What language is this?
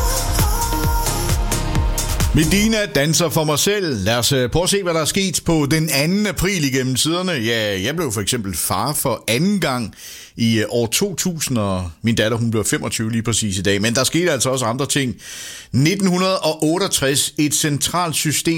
Danish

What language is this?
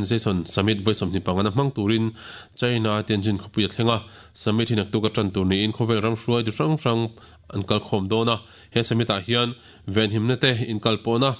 Mizo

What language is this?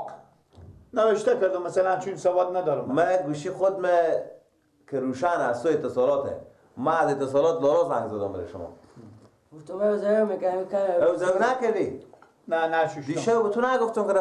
Persian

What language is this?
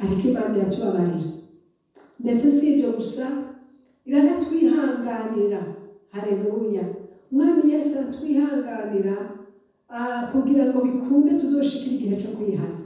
Rundi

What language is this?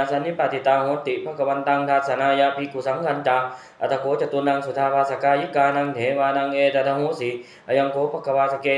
Pali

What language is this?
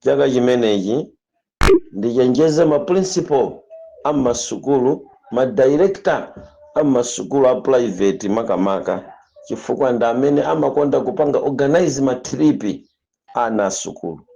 Nyanja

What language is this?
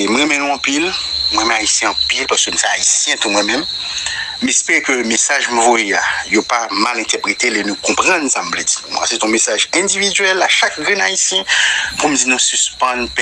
Haitian Creole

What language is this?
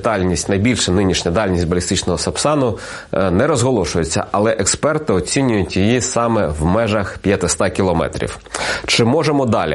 Ukrainian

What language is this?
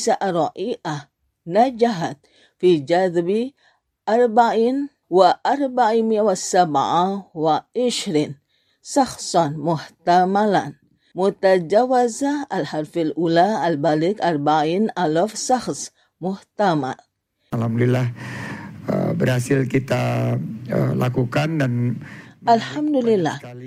Indonesian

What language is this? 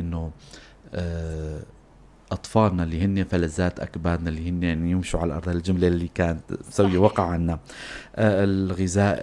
North Levantine Arabic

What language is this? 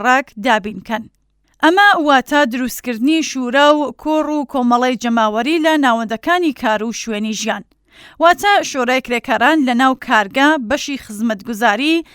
Central Kurdish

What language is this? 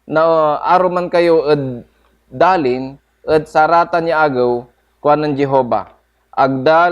Pangasinan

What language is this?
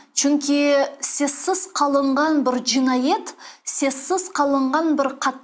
Crimean Tatar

